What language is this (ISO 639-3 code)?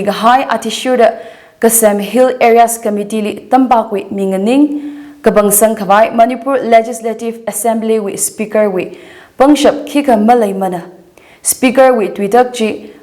nmf